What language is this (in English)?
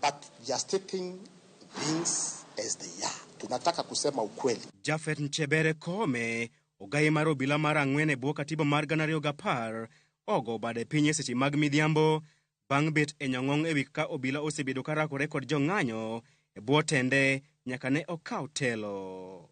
Luo (Kenya and Tanzania)